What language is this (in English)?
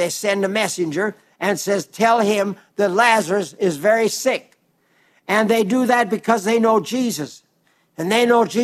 English